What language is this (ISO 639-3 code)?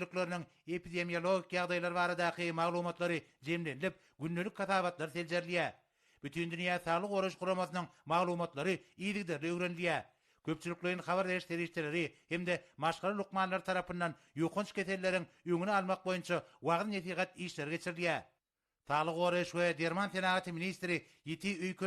tuk